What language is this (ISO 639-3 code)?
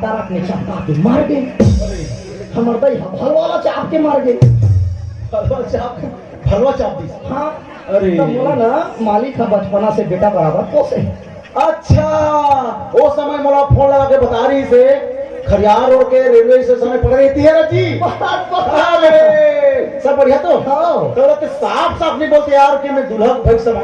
hne